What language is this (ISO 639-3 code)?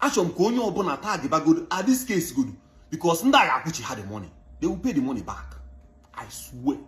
ibo